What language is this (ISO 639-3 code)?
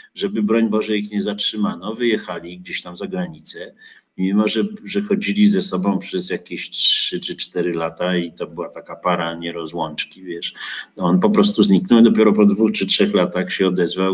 pol